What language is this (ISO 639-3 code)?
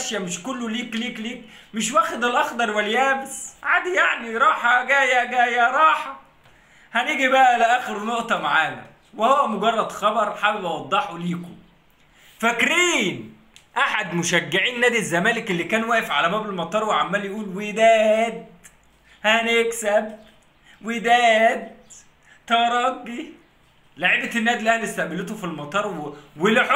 arz